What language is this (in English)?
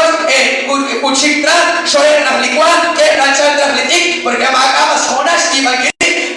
Kekchí